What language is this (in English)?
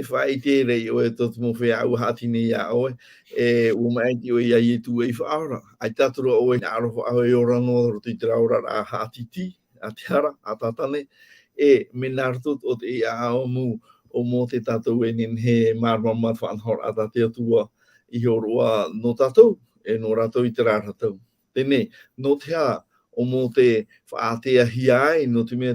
Tahitian